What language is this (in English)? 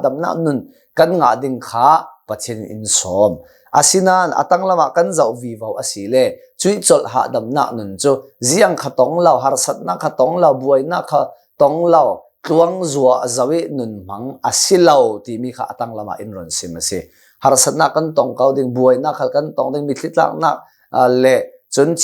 Hakha Chin